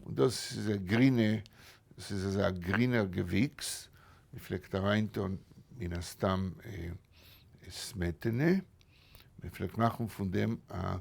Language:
Yiddish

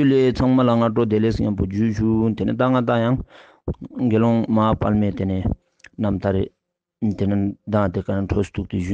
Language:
Ladakhi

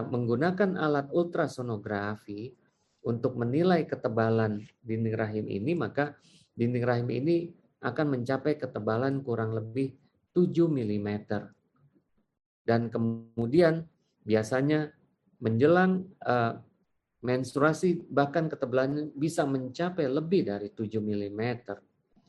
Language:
Indonesian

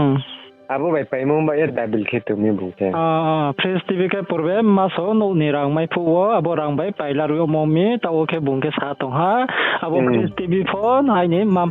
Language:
Riang (India)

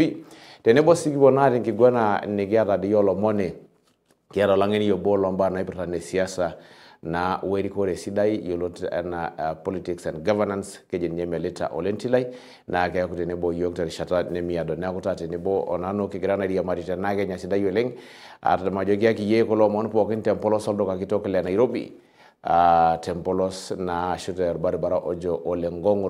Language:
Masai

